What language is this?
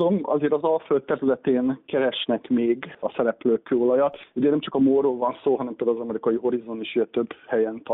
Hungarian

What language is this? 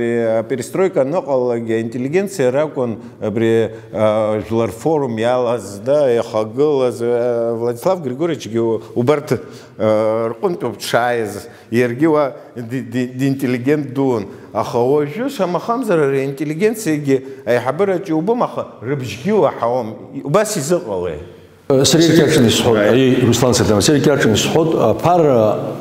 Abkhazian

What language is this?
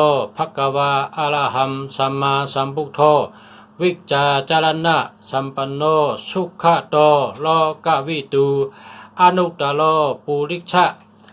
Shan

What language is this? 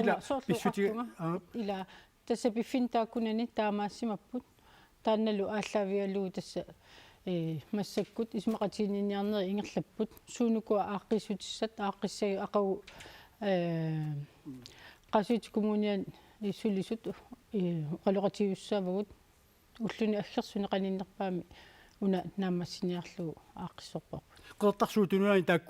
Kalaallisut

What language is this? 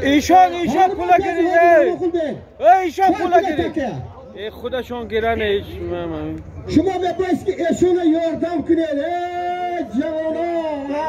Tajik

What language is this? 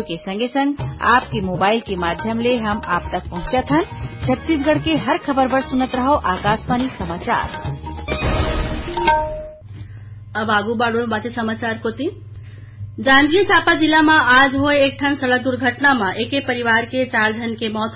Chhattisgarhi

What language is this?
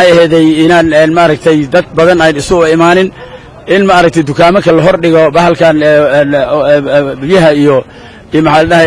Somali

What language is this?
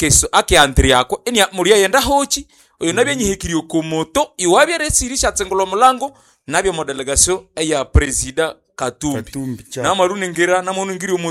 Nande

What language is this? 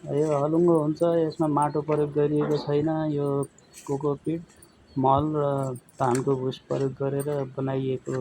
Nepali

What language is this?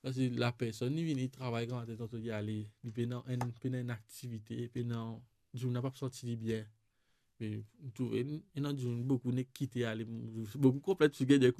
Morisyen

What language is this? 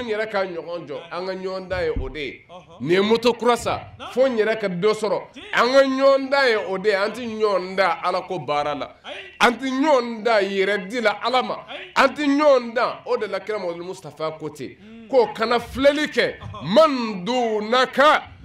Bambara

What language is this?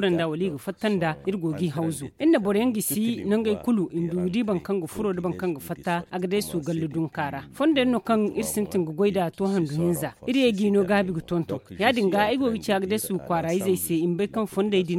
Zarma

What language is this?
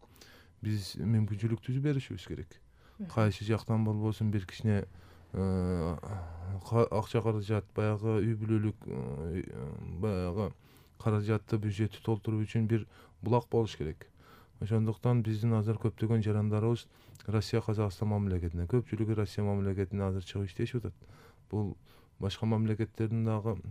Kyrgyz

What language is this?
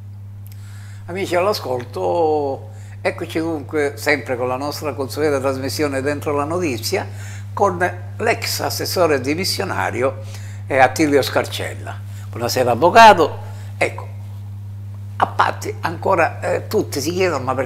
Italian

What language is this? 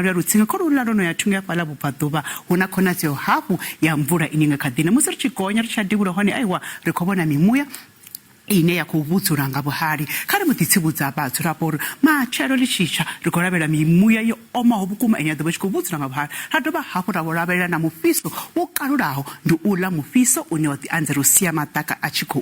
Venda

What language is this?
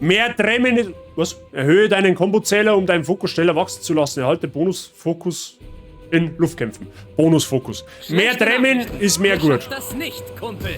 Bavarian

